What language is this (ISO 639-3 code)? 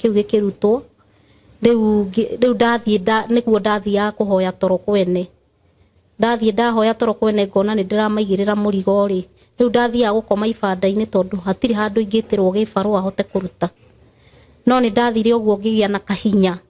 kik